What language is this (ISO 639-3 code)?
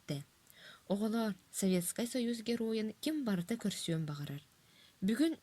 sah